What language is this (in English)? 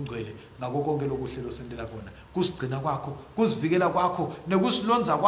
Swati